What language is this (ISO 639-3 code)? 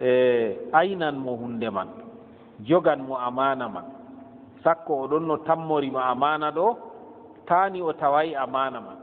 ful